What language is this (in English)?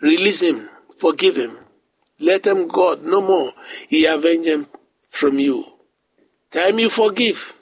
Bislama